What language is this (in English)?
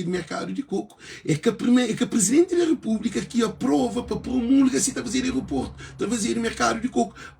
Kabuverdianu